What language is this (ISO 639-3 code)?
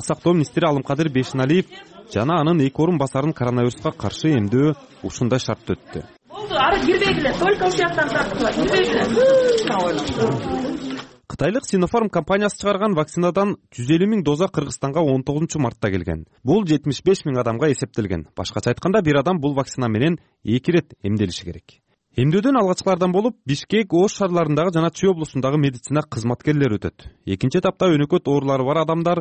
kir